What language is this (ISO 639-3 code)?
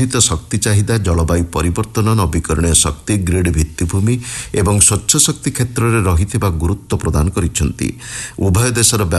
ori